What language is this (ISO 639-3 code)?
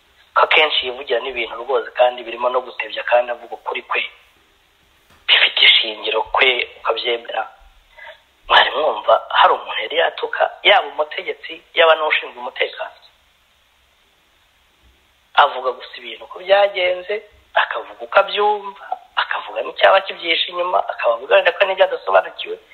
kin